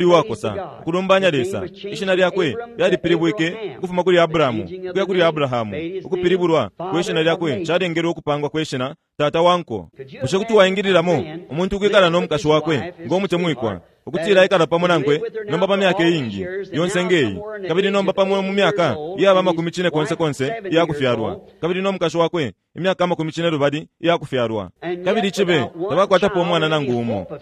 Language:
Bemba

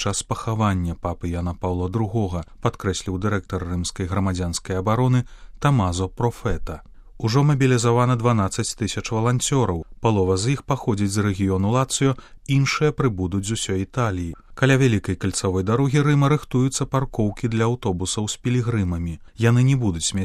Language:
Belarusian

